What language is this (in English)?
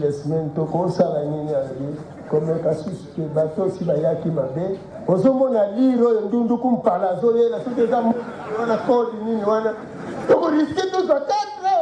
Lingala